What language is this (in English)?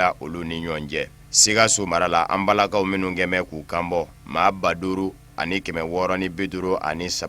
Bambara